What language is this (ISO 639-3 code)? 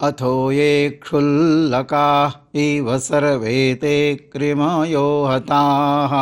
san